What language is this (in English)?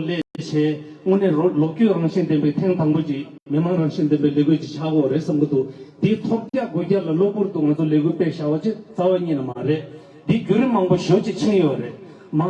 Tibetan